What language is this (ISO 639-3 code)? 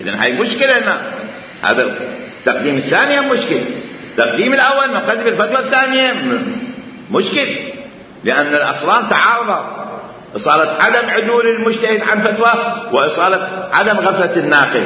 acm